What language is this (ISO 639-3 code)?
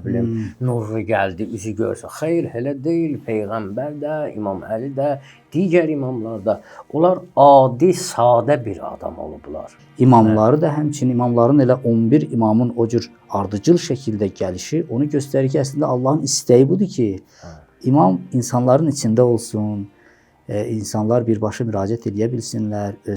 aze